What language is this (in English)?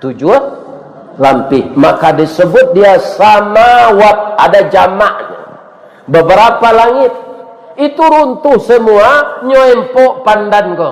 Minangkabau